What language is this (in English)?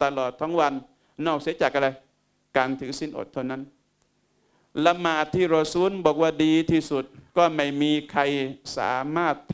Thai